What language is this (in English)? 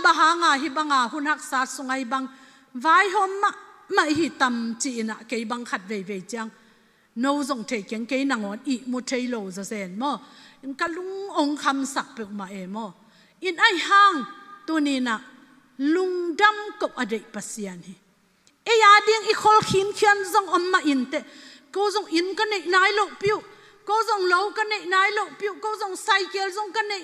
Tedim Chin